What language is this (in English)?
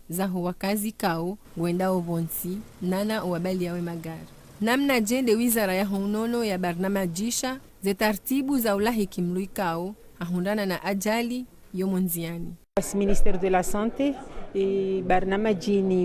Ngazidja Comorian